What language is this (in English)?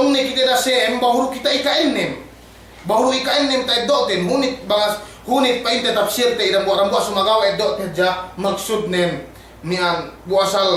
Yakan